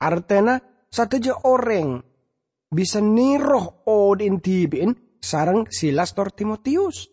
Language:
Madurese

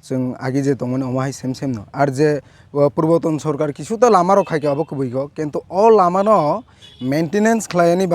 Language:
Kok Borok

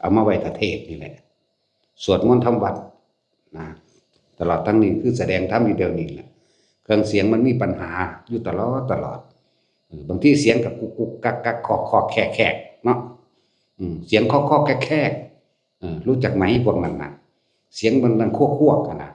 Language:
Northeastern Thai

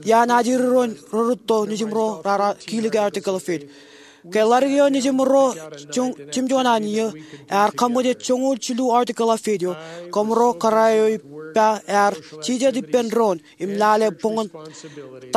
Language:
Marshallese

